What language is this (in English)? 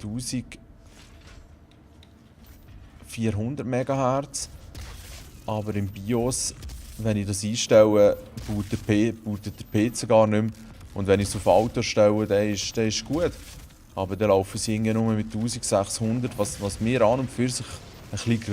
Swiss German